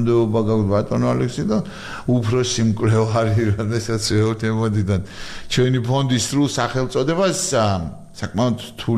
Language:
Georgian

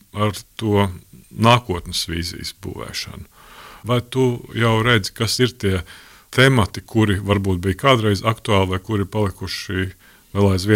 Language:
Latvian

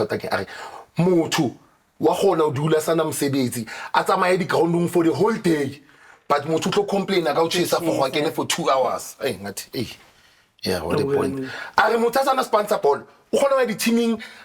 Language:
Zulu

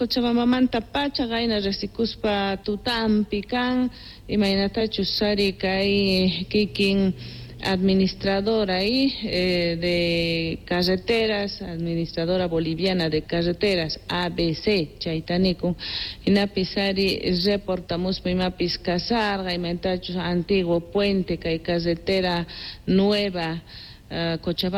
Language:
Quechua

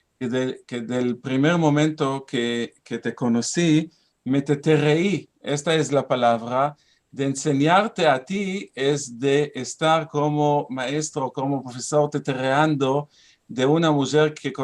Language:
Ladino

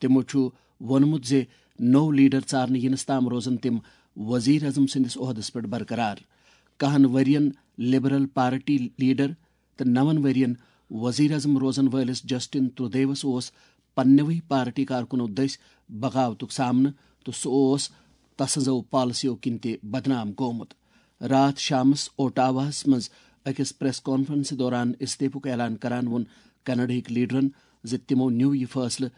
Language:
Kashmiri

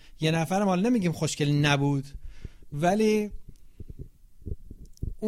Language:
Persian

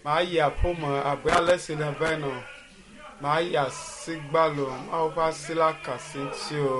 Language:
Ewe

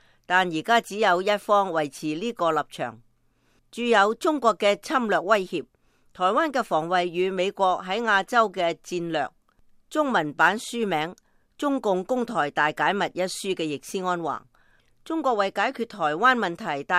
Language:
Cantonese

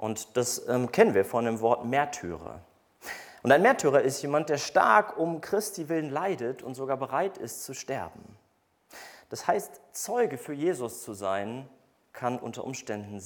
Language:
German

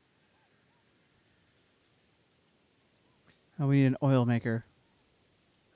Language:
English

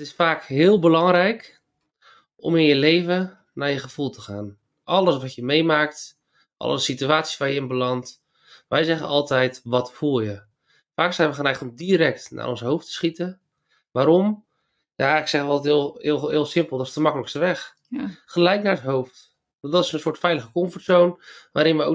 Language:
Dutch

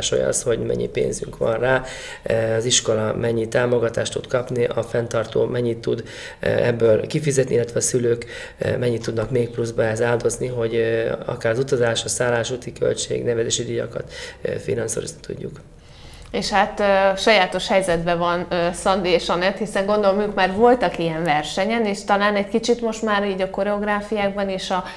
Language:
Hungarian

